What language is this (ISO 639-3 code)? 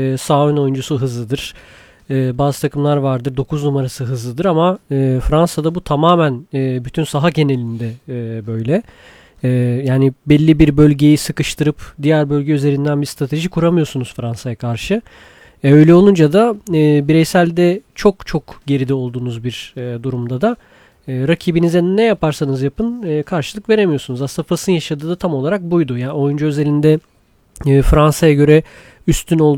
tur